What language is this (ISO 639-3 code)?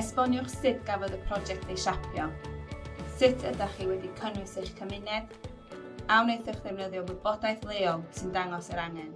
cym